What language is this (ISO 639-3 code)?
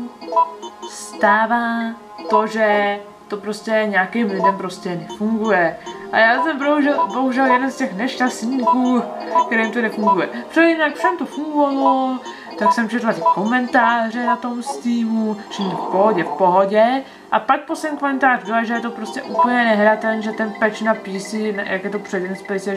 ces